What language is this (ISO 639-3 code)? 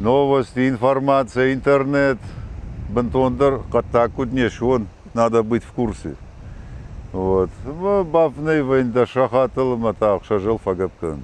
oss